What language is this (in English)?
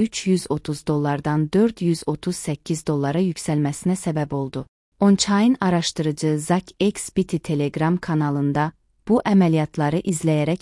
Azerbaijani